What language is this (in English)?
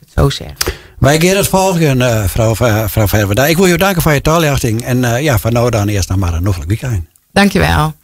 Western Frisian